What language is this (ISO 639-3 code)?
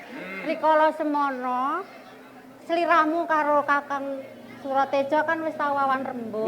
jav